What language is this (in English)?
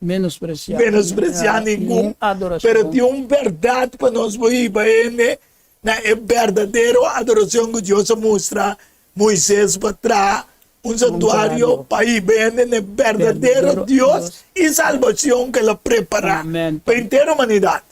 Papiamento